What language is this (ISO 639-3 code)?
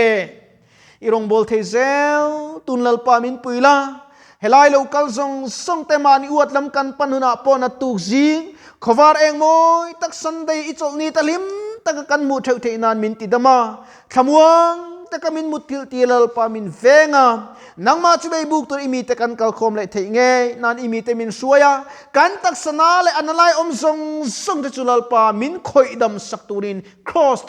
lus